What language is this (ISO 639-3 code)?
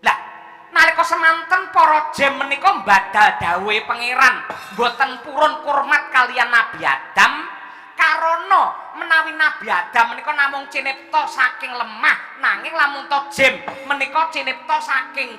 jav